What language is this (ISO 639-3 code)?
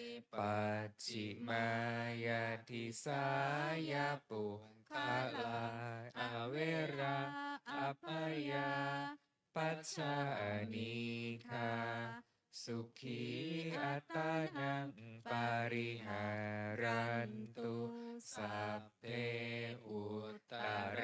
pli